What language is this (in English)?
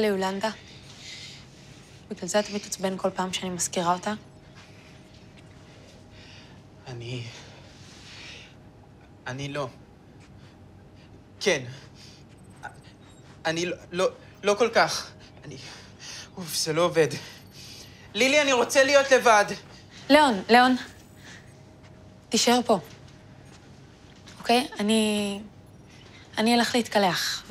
Hebrew